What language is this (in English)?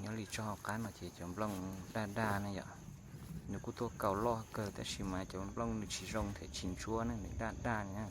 Hmong